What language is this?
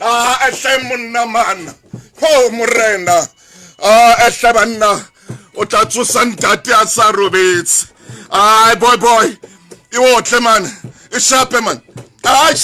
Southern Sotho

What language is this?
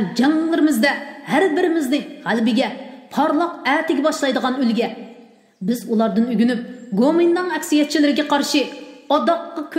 Uyghur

